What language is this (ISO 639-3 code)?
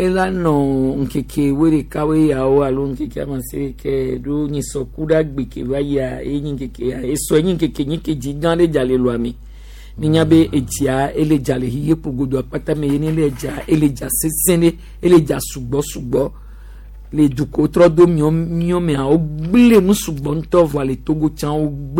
gej